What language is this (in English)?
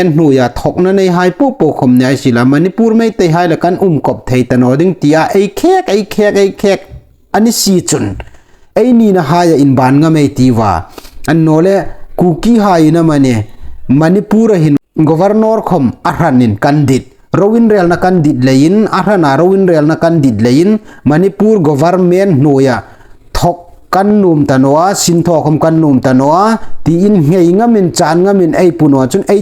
Hmar